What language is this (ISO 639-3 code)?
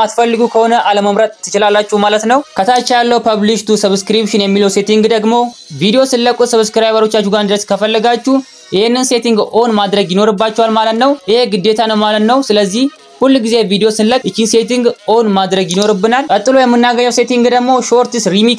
amh